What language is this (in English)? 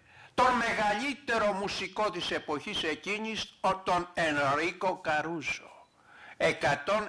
Greek